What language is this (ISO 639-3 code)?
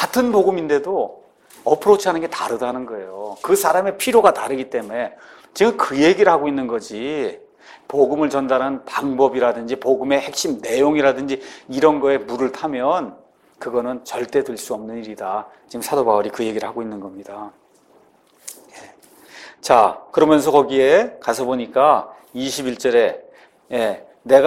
kor